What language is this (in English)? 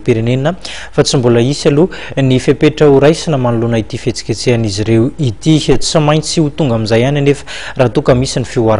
Malagasy